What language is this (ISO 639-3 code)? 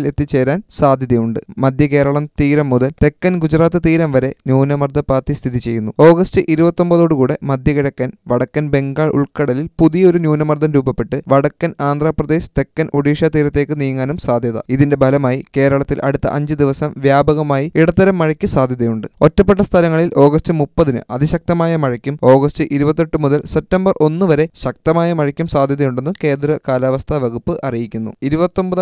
mal